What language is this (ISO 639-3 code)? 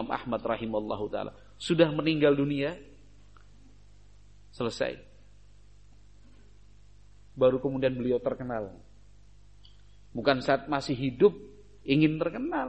ind